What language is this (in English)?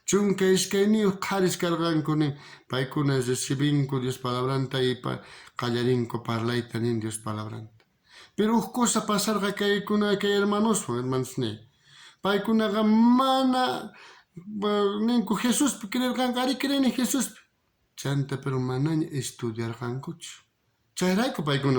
South Bolivian Quechua